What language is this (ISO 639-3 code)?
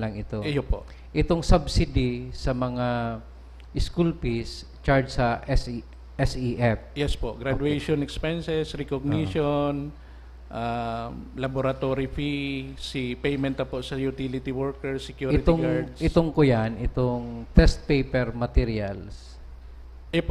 bik